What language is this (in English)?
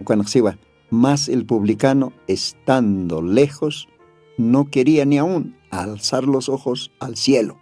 Aymara